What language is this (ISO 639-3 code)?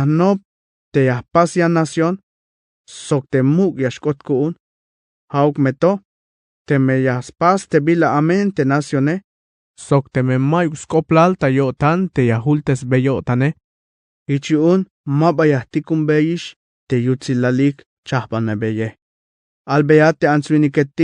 tzh